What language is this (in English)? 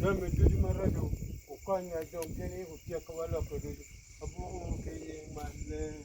Acoli